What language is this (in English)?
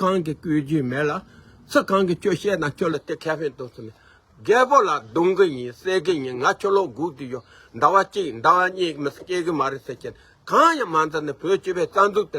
Tibetan